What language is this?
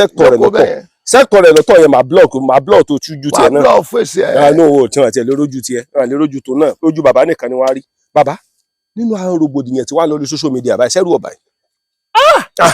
Yoruba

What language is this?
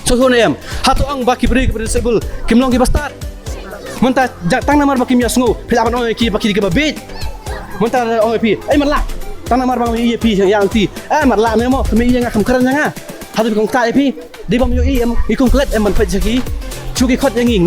Khasi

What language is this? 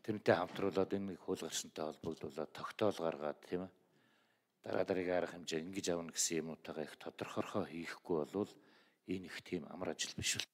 Mongolian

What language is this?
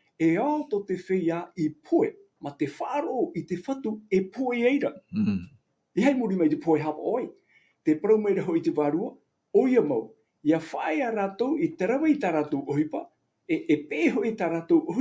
Tahitian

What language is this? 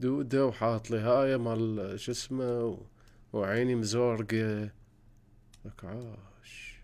Mesopotamian Arabic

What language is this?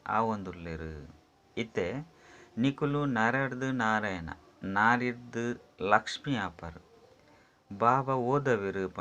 Tulu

